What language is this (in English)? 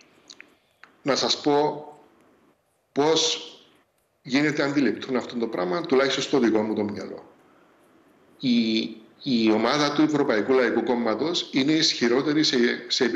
Greek